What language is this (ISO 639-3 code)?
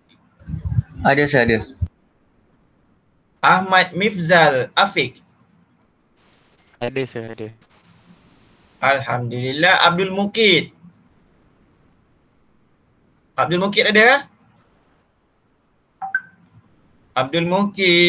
msa